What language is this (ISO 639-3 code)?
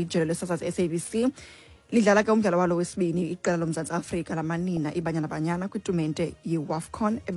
xho